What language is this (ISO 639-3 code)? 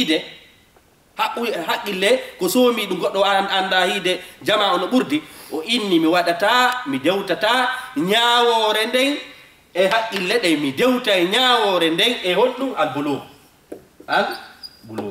ful